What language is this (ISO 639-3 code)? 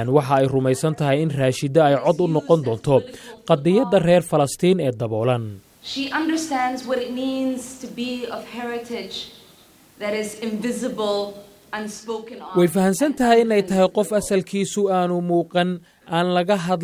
som